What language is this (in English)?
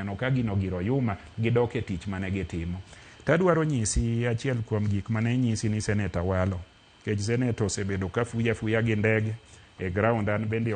Luo (Kenya and Tanzania)